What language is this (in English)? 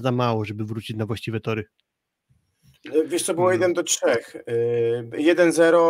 Polish